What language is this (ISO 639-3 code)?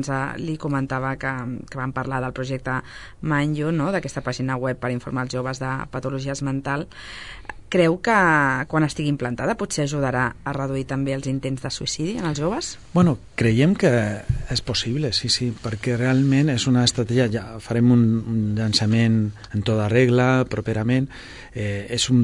cat